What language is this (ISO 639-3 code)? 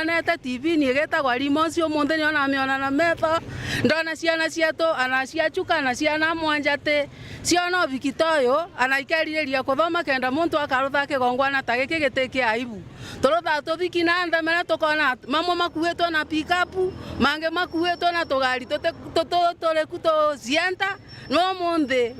mer